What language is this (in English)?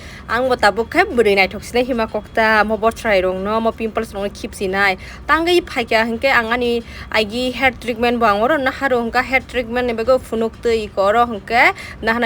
Kok Borok